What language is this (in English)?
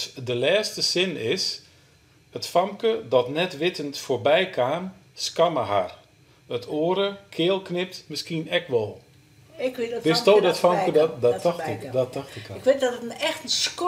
Western Frisian